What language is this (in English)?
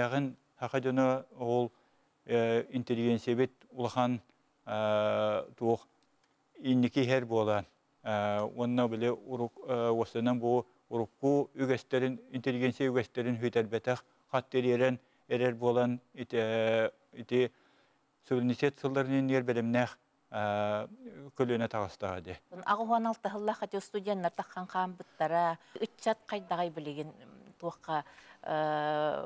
Yakut